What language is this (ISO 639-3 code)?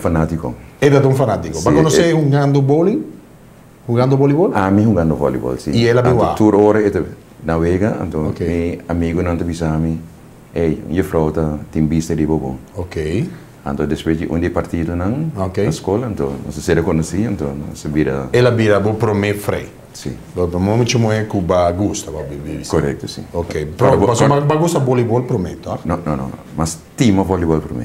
pap